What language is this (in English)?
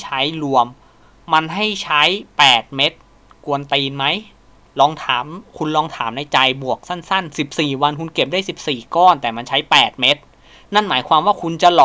Thai